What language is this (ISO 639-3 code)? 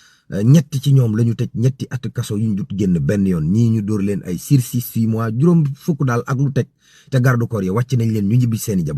wol